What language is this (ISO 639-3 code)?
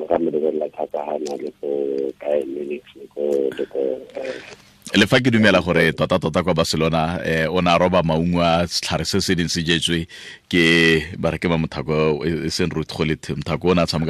tsn